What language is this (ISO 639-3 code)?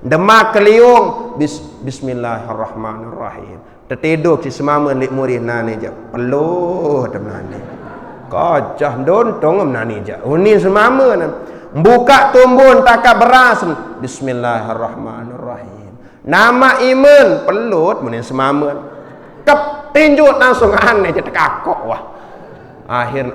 sas